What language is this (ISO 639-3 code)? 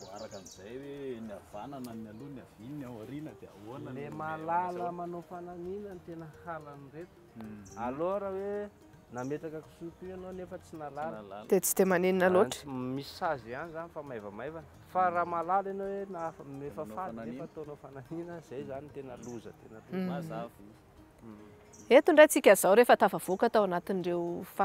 mlg